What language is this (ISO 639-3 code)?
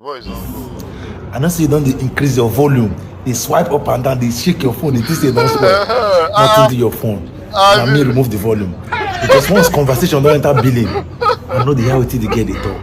pcm